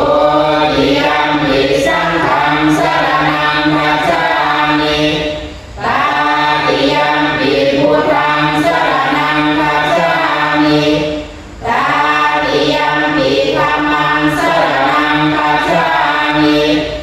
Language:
Pali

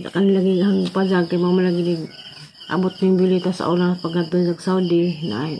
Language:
Cebuano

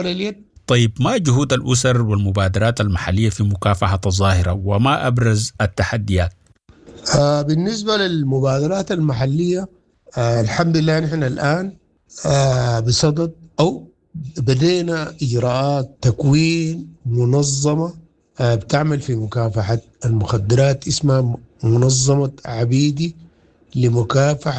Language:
Sudanese Arabic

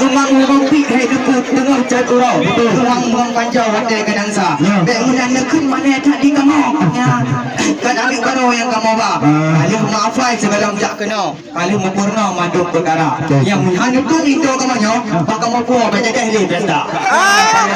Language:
Achinese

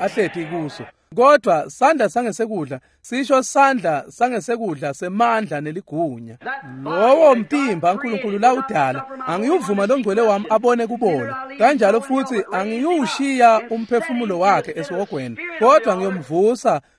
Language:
Swati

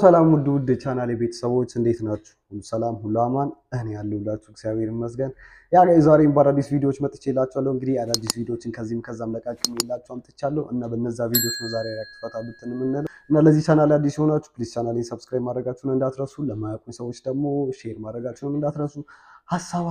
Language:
Amharic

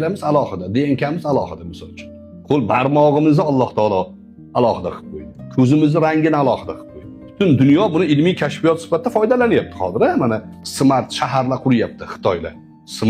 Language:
Uzbek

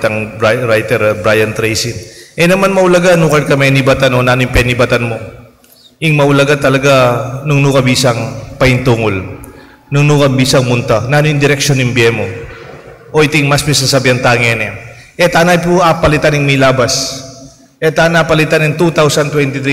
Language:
Pampanga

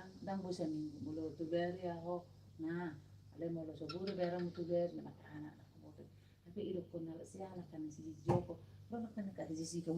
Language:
Batak Toba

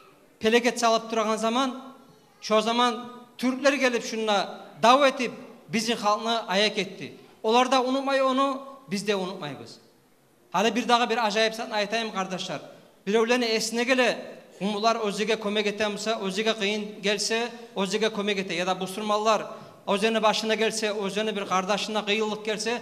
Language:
Kumyk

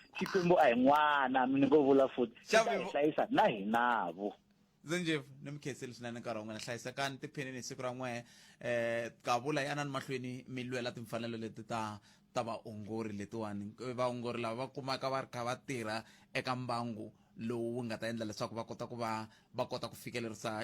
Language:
Tsonga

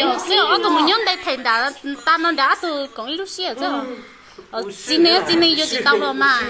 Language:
Hmong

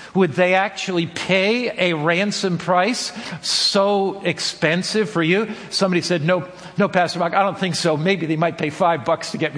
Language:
English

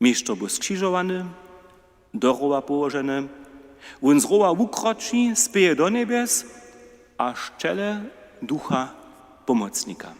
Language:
Upper Sorbian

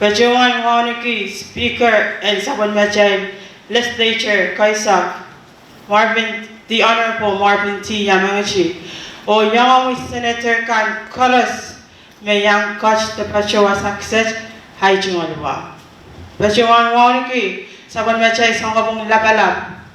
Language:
Pohnpeian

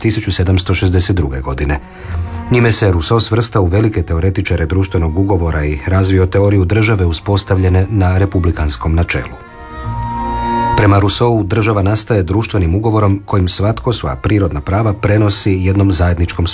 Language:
Croatian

